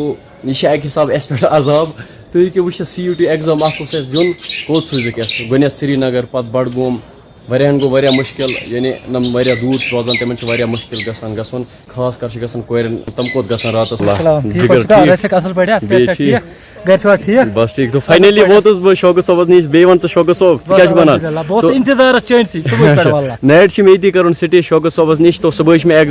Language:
Kashmiri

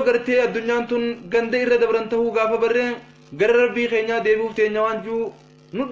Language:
Oromo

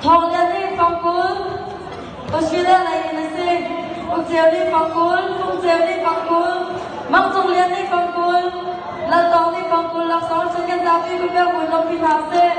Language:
Hakha Chin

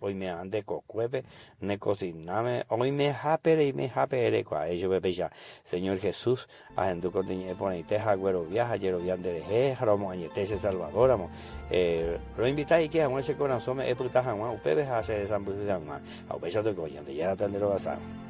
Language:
Guarani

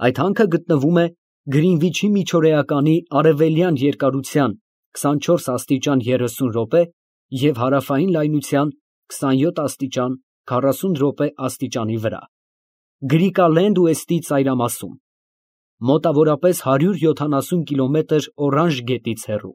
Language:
Armenian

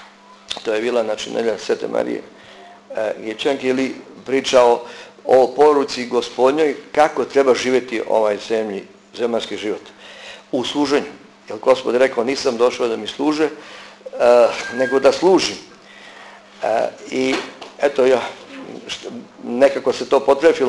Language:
Serbian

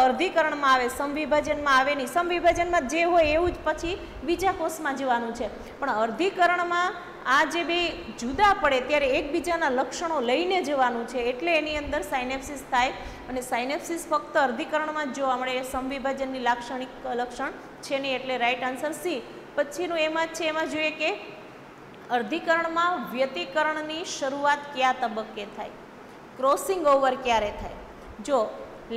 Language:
Gujarati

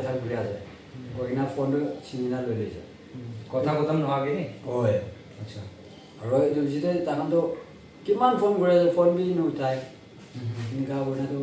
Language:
Naga Pidgin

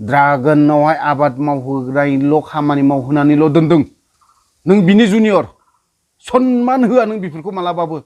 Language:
Bodo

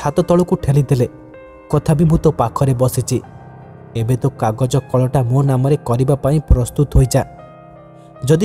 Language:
Odia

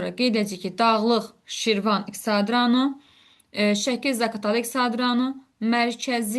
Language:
Azerbaijani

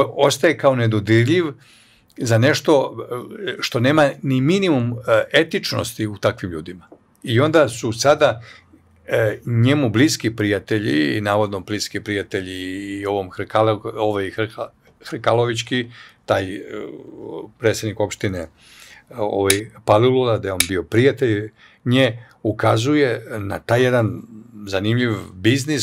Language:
Serbian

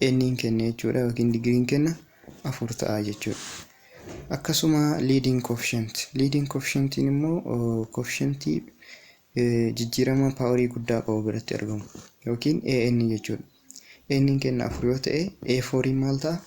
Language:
Oromo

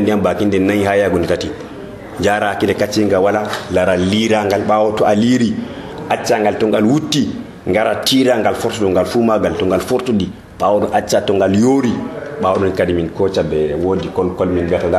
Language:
Nigerian Fulfulde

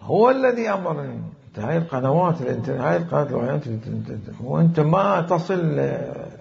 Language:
Mesopotamian Arabic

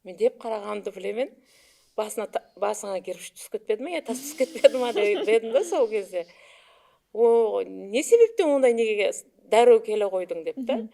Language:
Kara-Kalpak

